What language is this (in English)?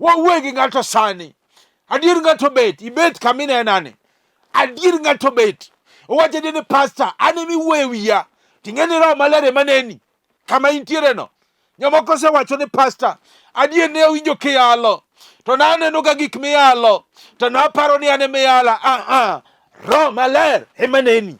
Luo (Kenya and Tanzania)